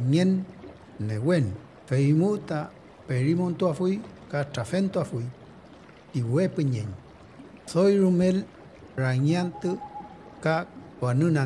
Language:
Mapuche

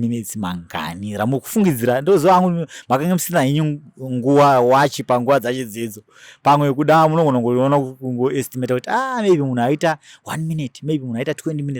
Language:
Shona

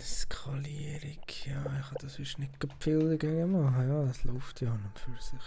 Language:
Swiss German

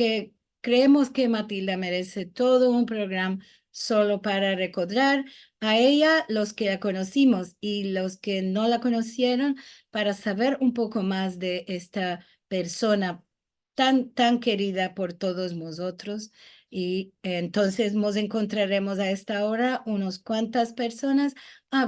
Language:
Ladino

